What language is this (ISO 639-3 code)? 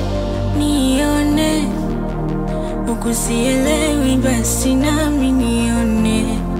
swa